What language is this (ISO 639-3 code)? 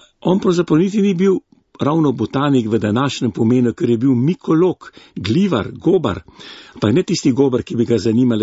slv